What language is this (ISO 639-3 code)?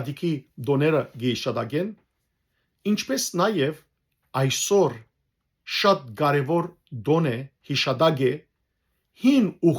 hyw